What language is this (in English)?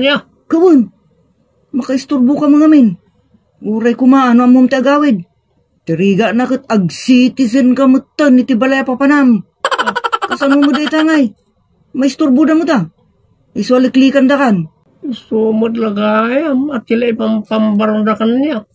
Iloko